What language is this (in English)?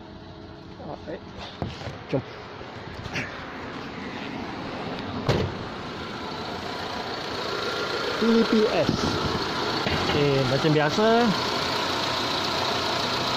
Malay